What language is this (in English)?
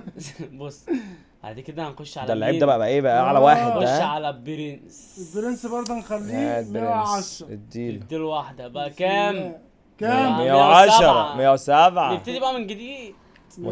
Egyptian Arabic